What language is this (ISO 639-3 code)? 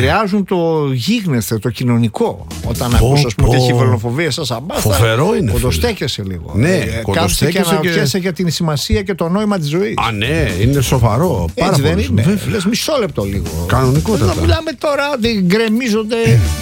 ell